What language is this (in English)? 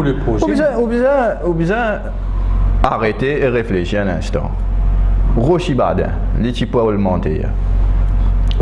French